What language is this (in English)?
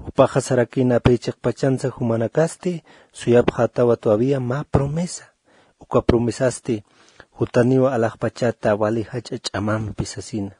Aymara